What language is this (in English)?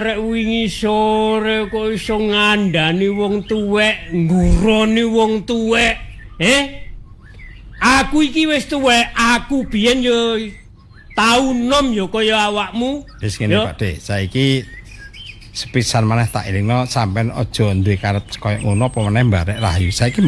Javanese